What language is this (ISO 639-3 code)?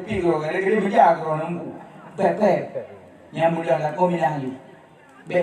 ace